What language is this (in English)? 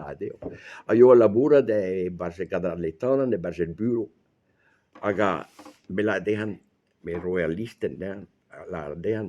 Breton